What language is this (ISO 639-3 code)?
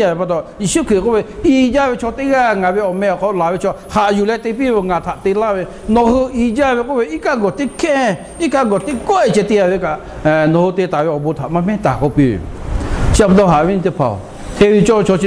lhu